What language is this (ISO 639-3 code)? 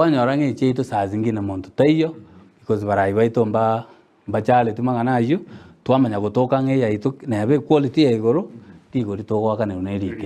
guz